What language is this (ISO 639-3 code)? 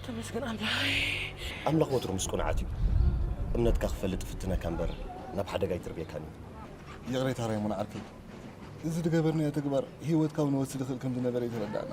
tir